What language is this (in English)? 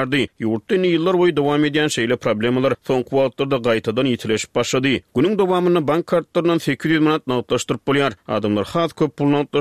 Turkmen